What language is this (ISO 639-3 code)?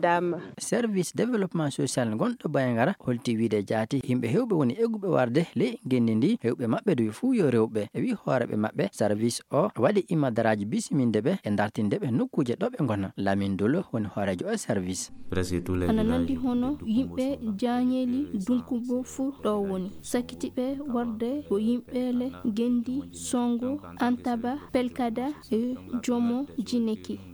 ful